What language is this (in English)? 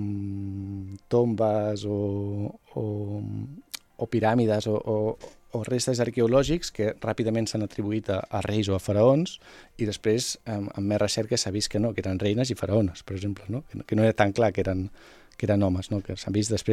Catalan